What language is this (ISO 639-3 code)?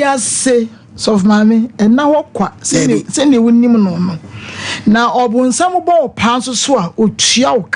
aka